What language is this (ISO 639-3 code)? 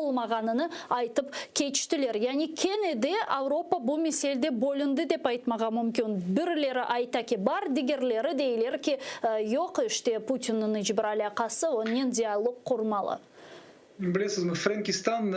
crh